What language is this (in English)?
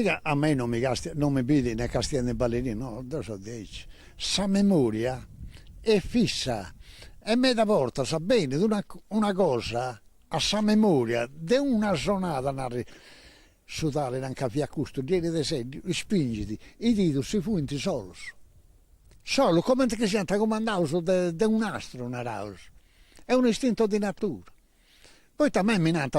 Sardinian